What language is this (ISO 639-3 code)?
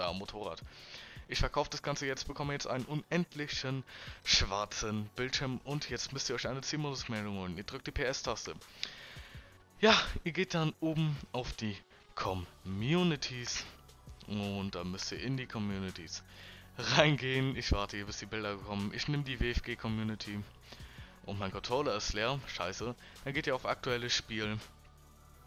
deu